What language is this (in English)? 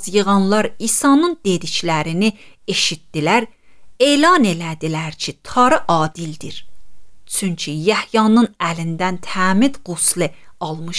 Azerbaijani